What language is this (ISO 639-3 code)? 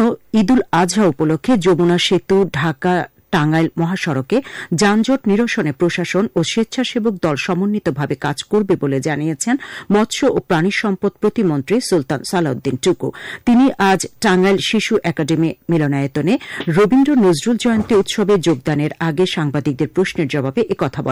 ben